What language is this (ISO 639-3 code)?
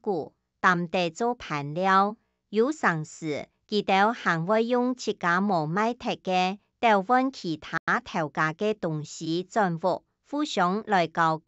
hak